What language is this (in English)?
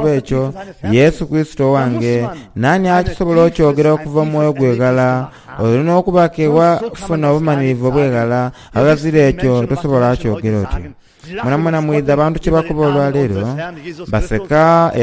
Soga